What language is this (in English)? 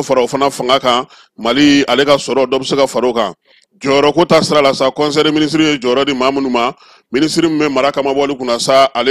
Bambara